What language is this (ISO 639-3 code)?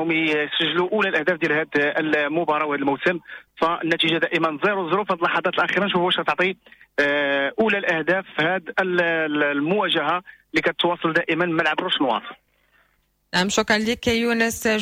ary